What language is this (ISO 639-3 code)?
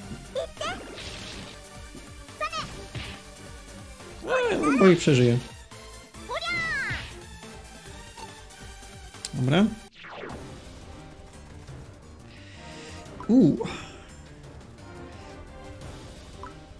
pol